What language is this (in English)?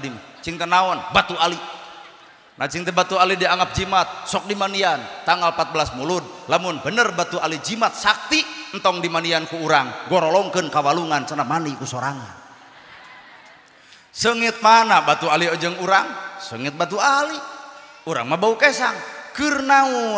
Sundanese